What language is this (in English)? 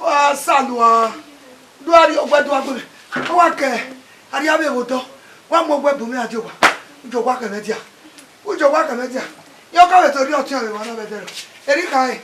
Bini